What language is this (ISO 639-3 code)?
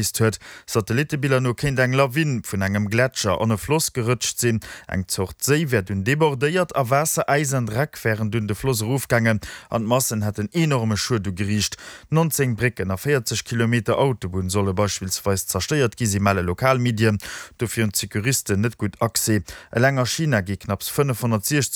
ltz